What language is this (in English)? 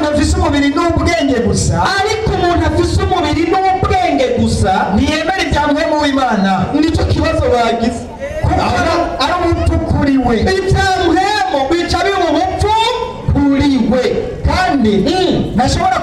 Rundi